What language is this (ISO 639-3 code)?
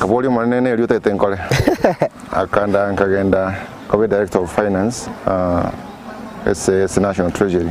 guz